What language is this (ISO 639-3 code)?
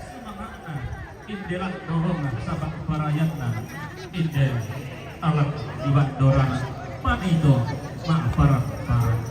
sda